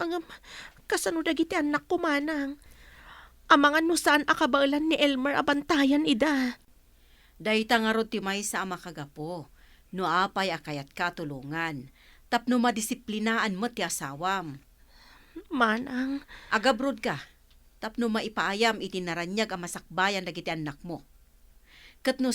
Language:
Iloko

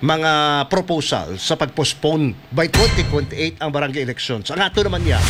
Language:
Hiligaynon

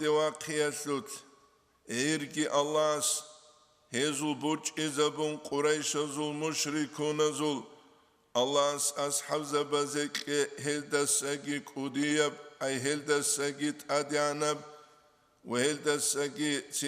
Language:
Avaric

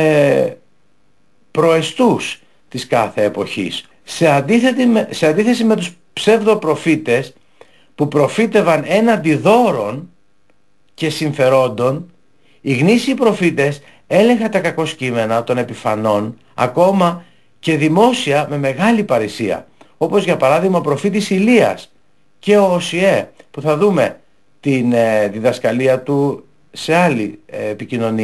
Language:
Greek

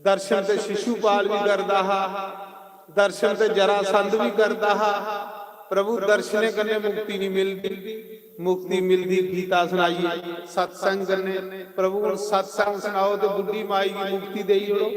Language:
Dogri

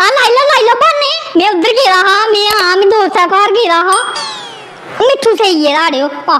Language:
Dogri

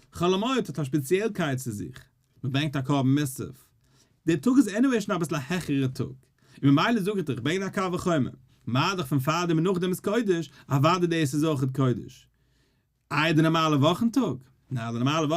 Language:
Yiddish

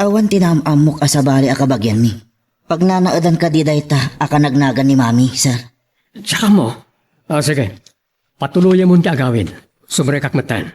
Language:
Iloko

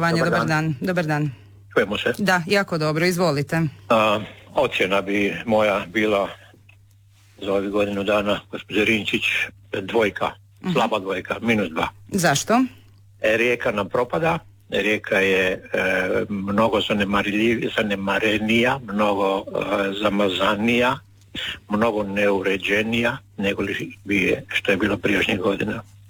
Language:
Croatian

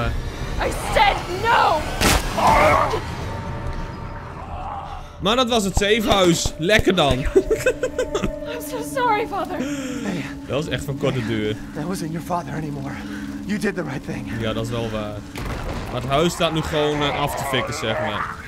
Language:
Dutch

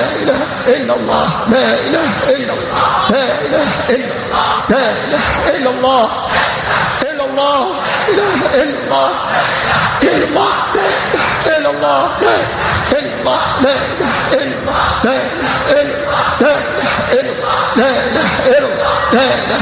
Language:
Arabic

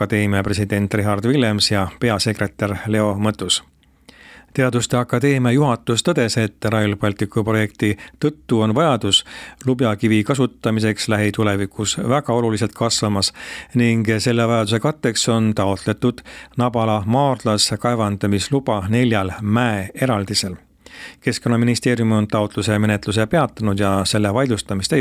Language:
Estonian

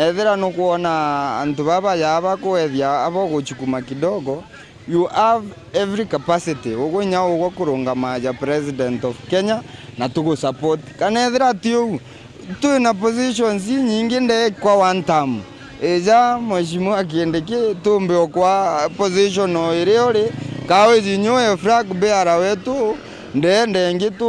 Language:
Meru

